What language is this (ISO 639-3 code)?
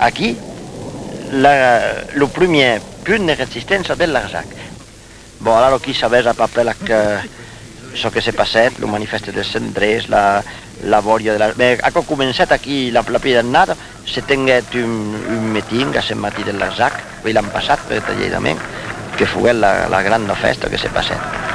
oci